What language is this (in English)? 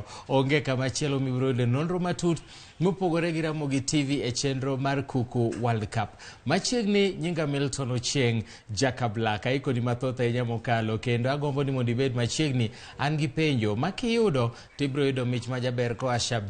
Luo (Kenya and Tanzania)